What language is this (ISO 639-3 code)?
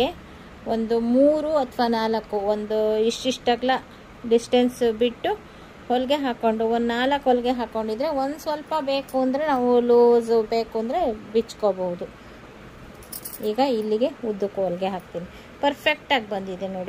kan